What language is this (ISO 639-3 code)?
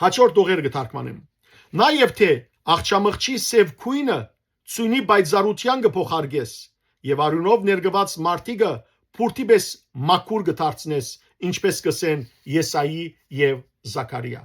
hyw